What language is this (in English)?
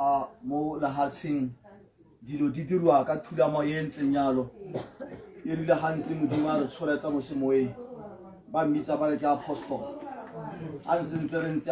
Tswana